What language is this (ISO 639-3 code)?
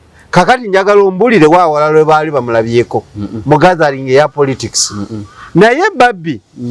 lug